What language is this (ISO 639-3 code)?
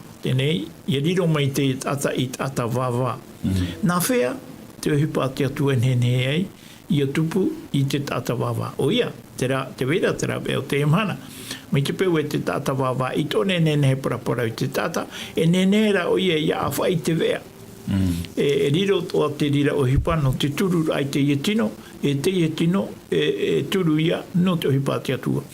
tah